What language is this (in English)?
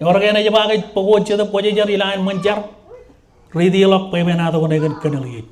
Marshallese